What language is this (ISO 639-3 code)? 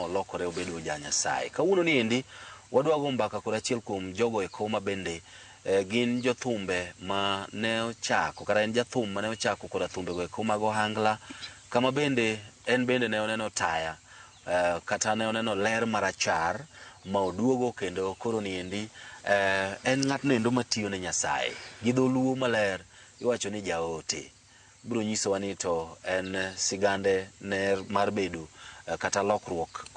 luo